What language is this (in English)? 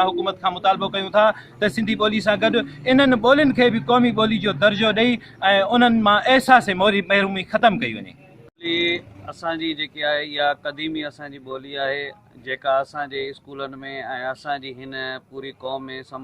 Sindhi